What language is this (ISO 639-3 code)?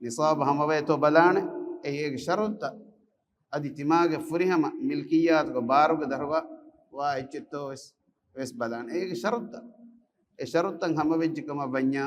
div